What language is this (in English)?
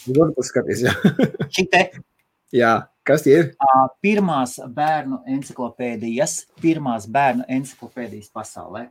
Latvian